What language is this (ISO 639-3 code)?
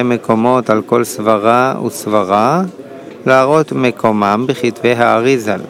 heb